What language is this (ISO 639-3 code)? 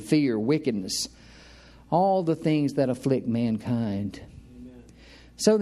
eng